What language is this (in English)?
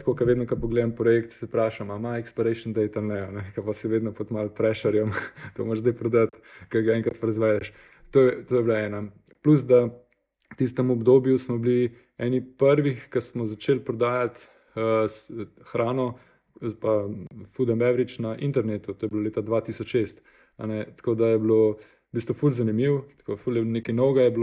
Slovenian